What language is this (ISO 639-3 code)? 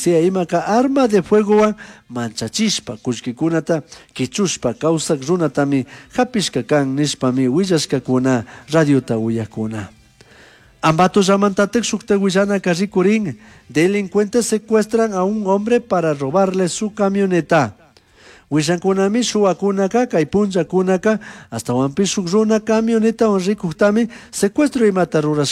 qug